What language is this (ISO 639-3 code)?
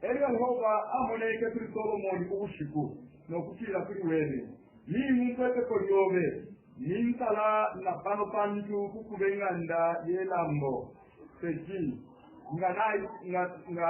bem